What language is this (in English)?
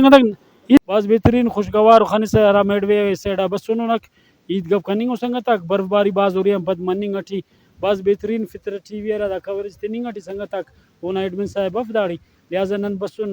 Brahui